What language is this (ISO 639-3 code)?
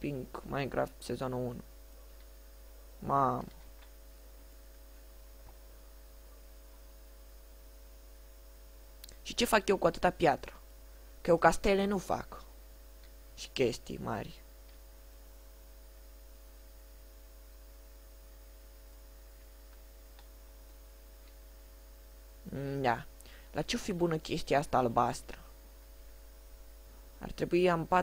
ron